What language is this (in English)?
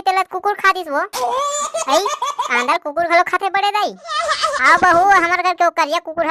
Chhattisgarhi